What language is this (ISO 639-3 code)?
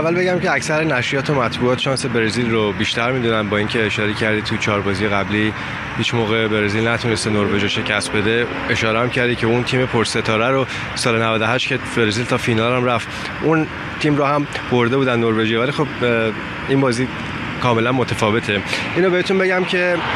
fas